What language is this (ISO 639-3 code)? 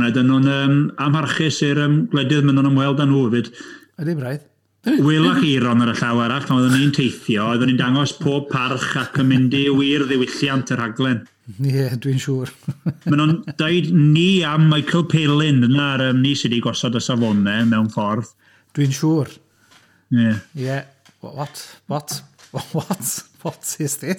cym